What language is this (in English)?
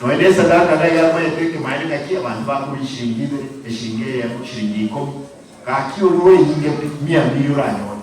Gusii